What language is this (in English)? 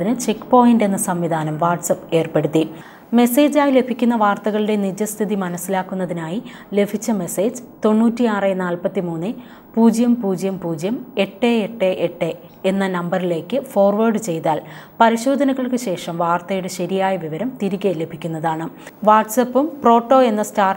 Malayalam